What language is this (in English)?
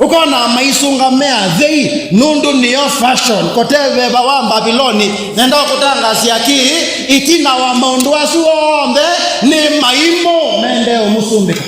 Kamba